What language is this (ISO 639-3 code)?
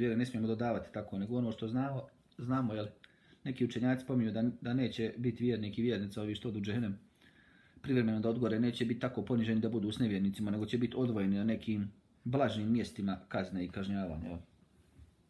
bos